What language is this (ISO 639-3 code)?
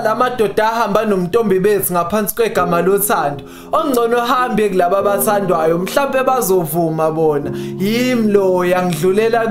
zul